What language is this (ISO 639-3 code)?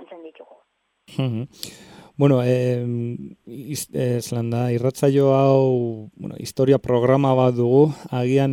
eus